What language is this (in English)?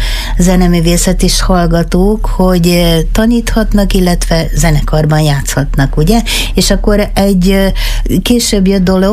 Hungarian